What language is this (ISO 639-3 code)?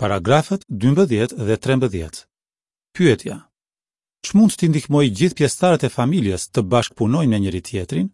sqi